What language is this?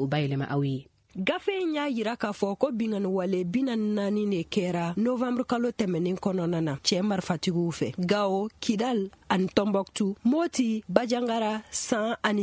Bambara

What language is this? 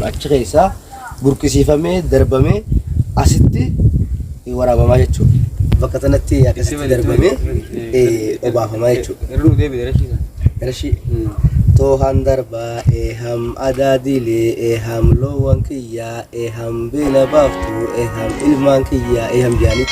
Oromo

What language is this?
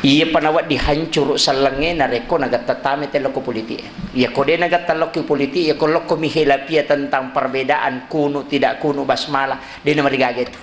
Buginese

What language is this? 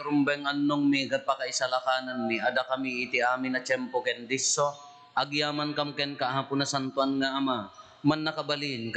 Iloko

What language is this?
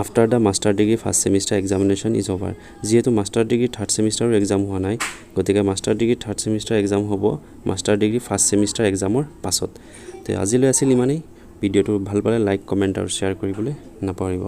Assamese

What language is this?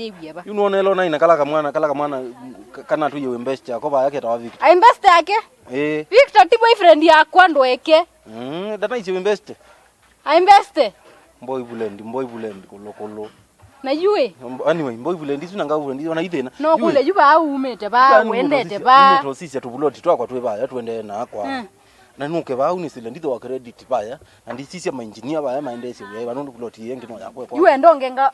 Kamba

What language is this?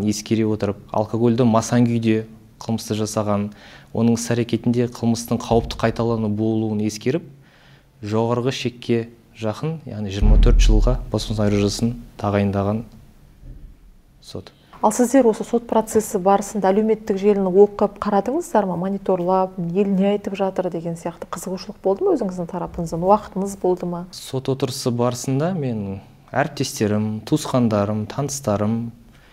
Kazakh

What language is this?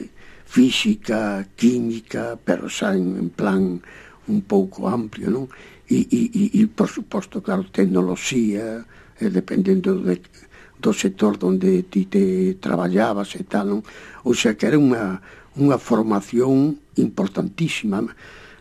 Galician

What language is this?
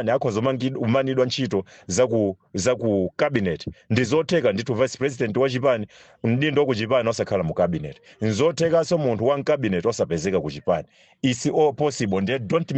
Nyanja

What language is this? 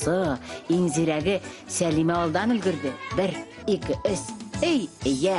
Bashkir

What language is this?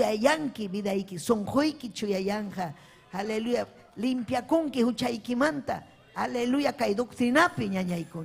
Ayacucho Quechua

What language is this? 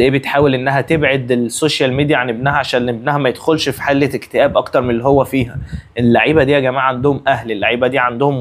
Egyptian Arabic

